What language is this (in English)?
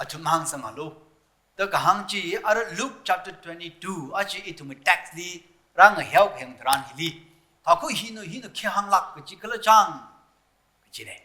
Tangkhul Naga (India)